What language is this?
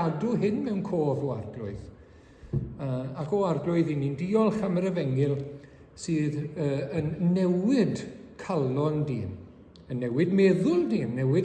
Welsh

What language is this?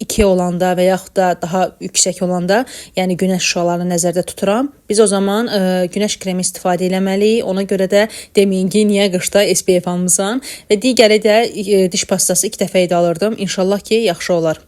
Azerbaijani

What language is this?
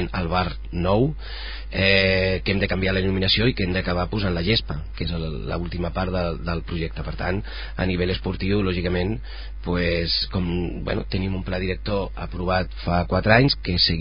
Catalan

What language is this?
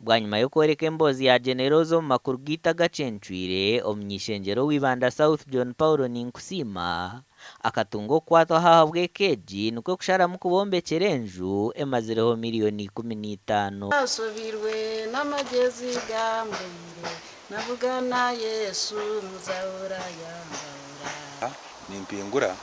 Nyankole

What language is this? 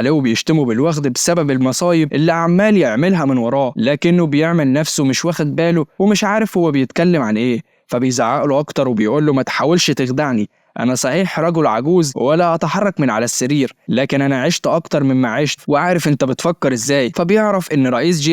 Egyptian Arabic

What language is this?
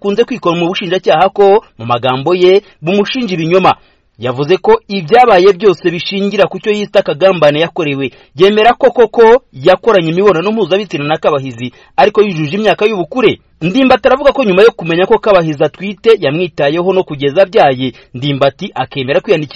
Kinyarwanda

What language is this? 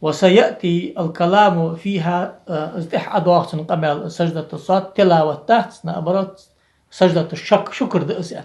Ingush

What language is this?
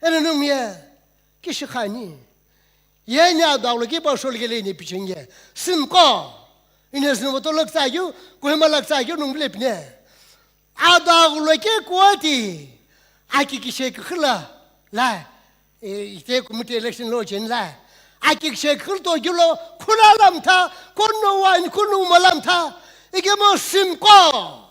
Sumi Naga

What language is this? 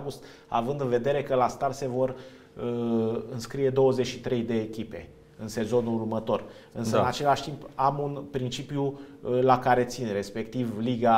Romanian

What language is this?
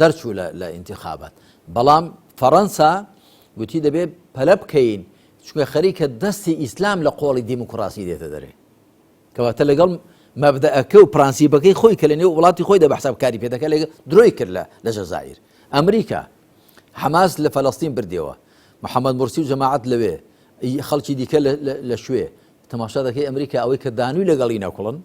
Central Kurdish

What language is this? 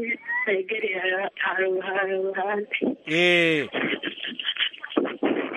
Kinyarwanda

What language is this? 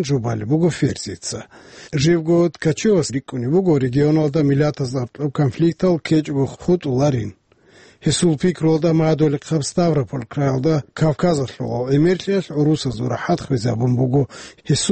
Avaric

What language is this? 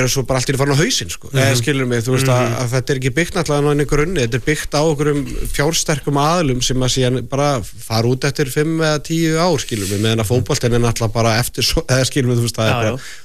Icelandic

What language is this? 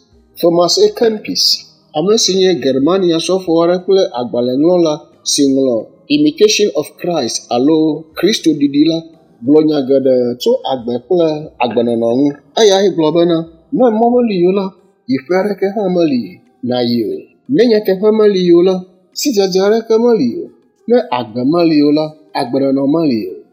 Ewe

